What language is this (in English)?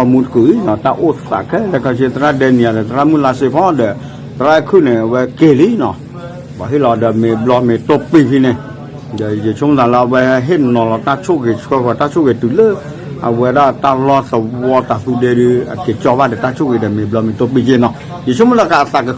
S'gaw Karen